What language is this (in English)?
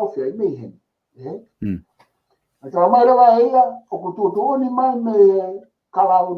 Tongan